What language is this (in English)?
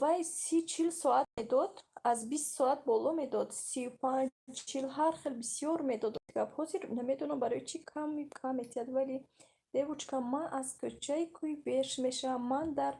Tajik